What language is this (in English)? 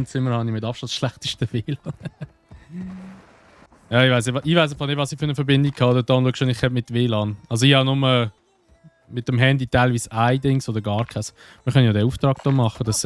Swiss German